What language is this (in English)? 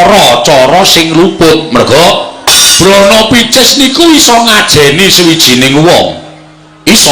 Javanese